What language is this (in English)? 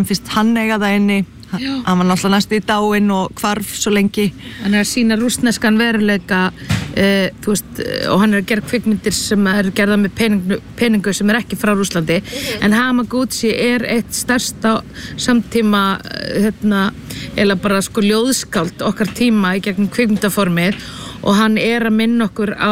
Icelandic